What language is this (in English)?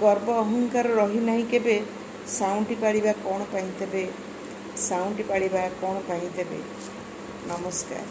Odia